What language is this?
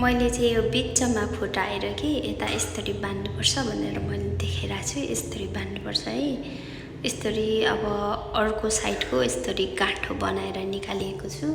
Nepali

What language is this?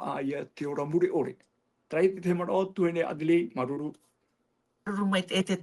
Tahitian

